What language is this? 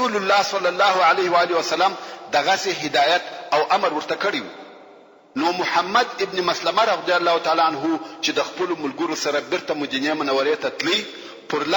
Pashto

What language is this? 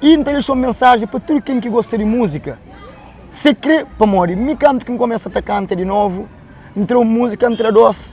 Kabuverdianu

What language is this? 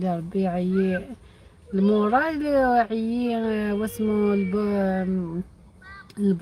Algerian Arabic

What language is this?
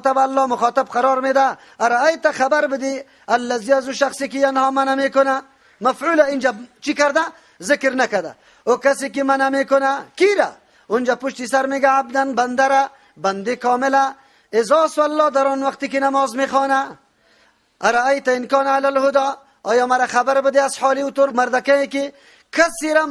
Persian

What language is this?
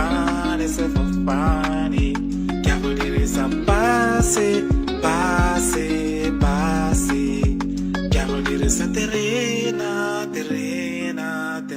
Tswana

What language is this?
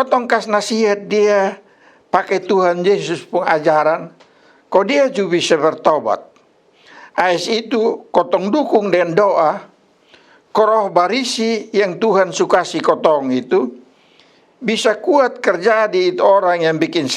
Kupang Malay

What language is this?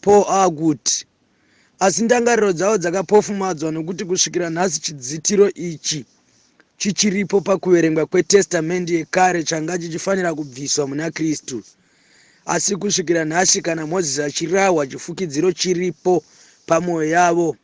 Shona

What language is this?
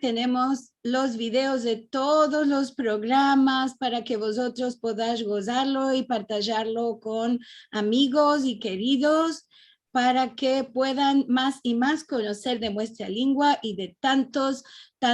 Ladino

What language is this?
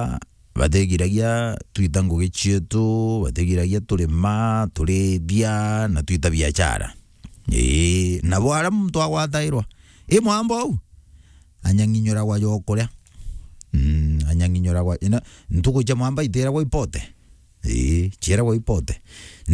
Meru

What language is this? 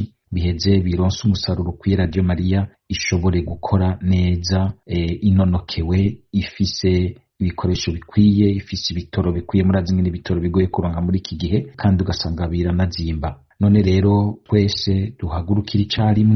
Rundi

